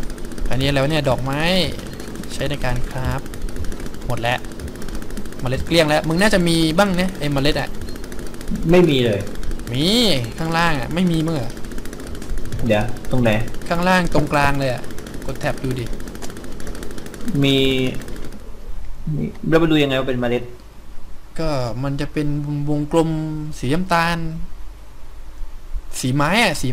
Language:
Thai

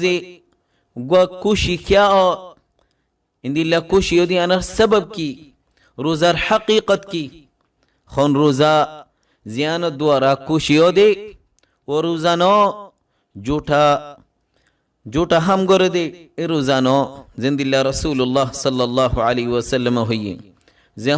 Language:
Rohingya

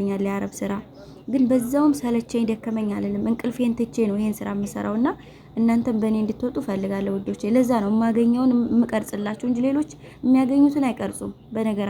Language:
Amharic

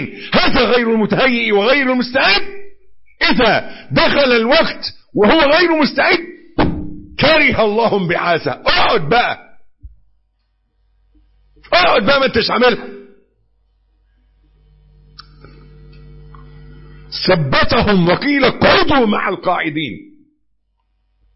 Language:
Arabic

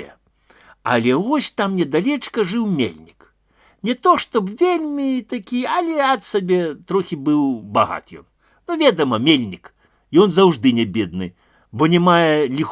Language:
Belarusian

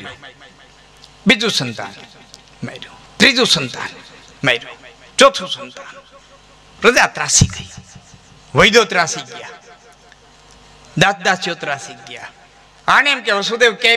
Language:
Gujarati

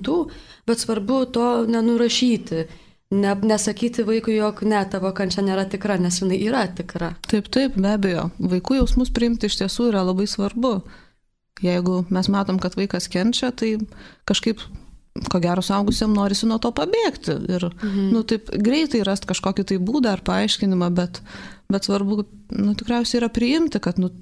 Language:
Lithuanian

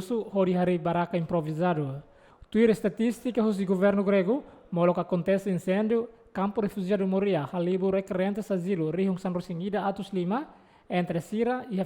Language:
Tetum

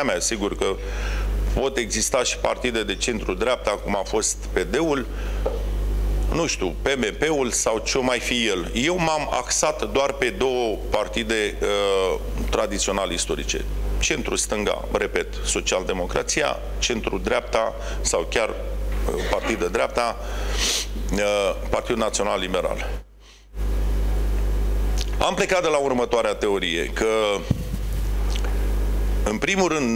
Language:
Romanian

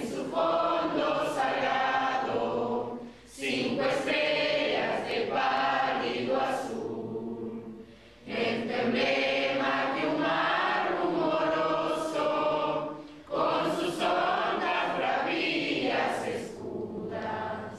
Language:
Spanish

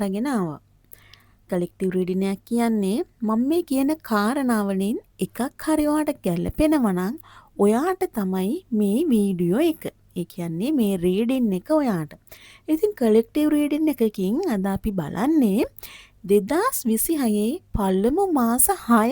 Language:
Sinhala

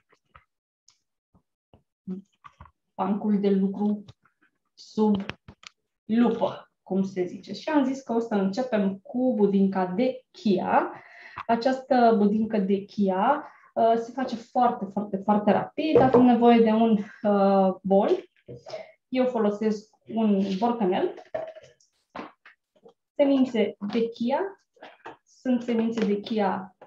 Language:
Romanian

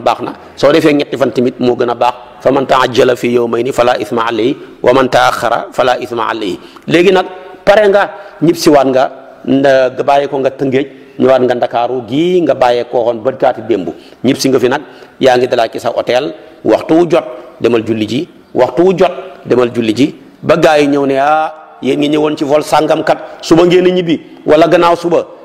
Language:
Wolof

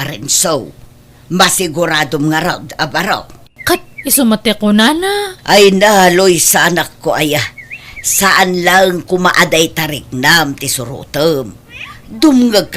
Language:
Iloko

